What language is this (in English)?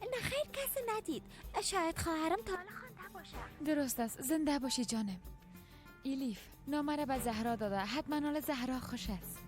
Persian